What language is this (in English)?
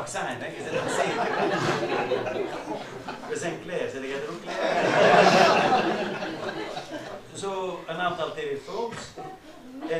Dutch